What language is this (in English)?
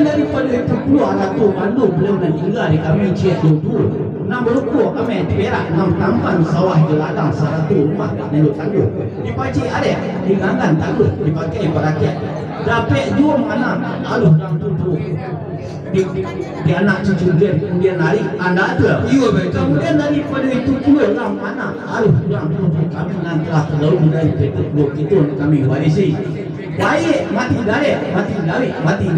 Minangkabau